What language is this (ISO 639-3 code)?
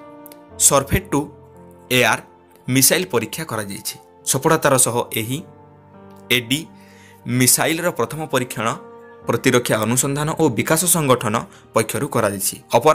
ori